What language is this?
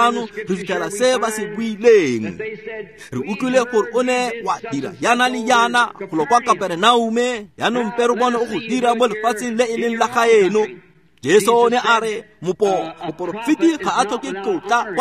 Tswana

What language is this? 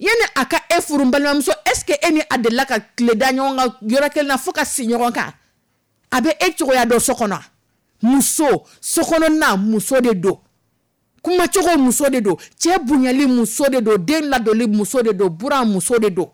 Dyula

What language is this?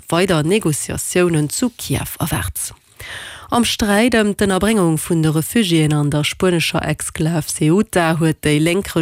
Luxembourgish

